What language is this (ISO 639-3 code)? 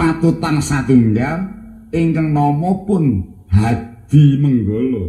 jav